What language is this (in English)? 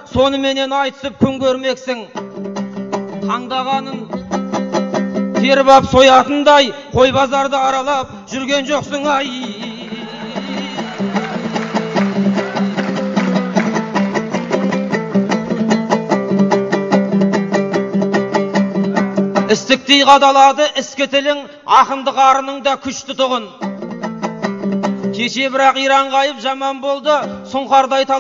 Kazakh